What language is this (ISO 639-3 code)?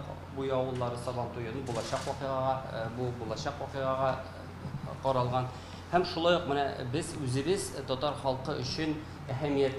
tat